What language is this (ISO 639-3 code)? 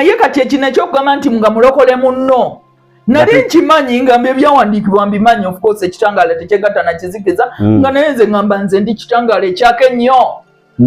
lug